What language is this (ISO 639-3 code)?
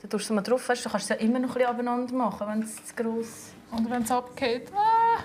gsw